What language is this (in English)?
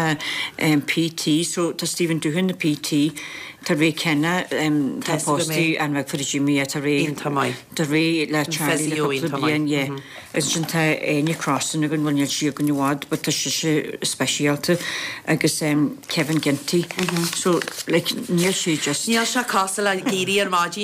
Irish